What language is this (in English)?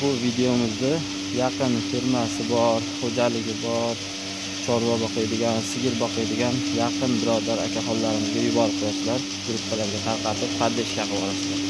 Uzbek